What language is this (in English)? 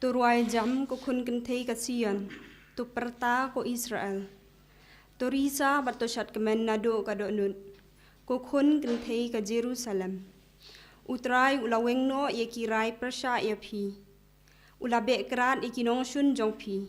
Khasi